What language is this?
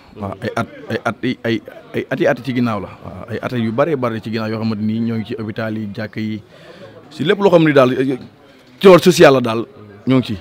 Wolof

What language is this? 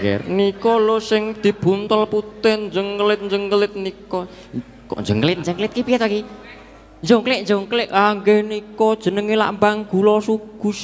Javanese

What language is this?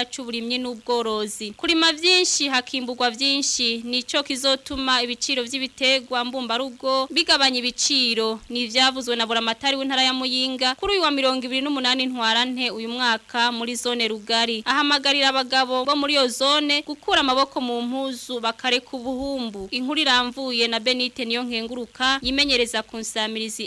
Rundi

